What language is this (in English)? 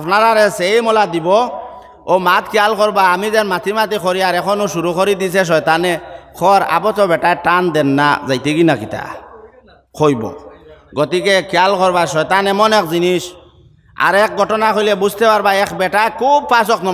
Sylheti